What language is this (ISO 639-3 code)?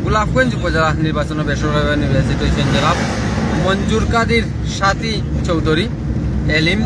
syl